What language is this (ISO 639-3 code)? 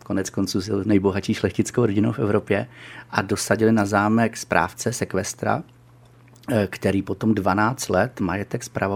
ces